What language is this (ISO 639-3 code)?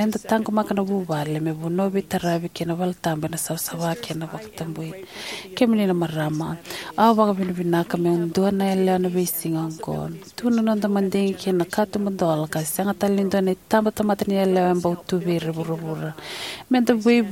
fij